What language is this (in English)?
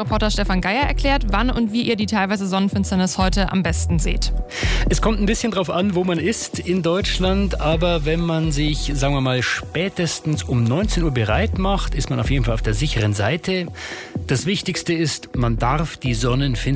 German